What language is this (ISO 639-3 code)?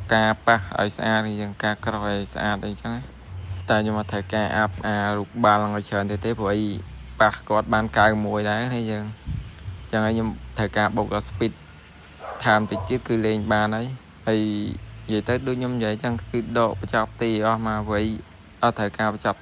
khm